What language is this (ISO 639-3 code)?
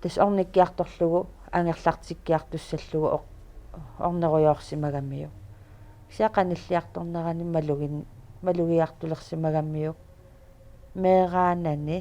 kal